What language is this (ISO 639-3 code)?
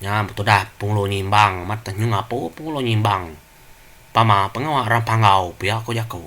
iba